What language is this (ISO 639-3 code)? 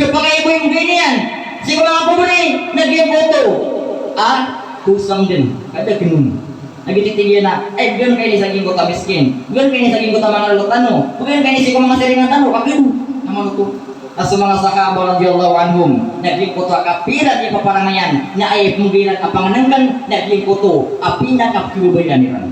mrw